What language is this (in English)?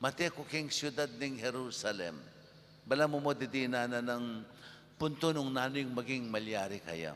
Pampanga